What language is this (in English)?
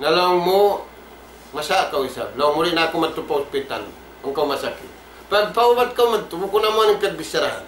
Tausug